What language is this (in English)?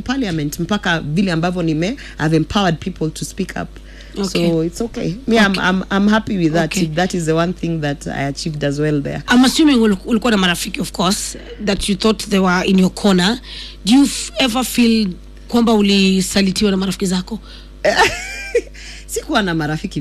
Swahili